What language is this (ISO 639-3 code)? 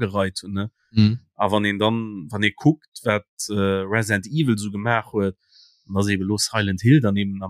ltz